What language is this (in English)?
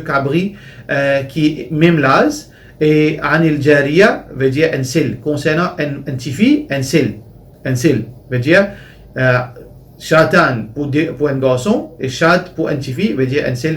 Morisyen